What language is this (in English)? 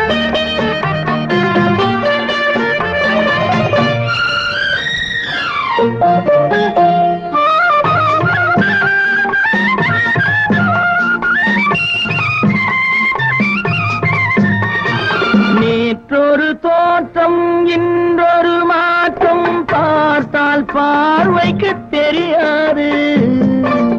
Tamil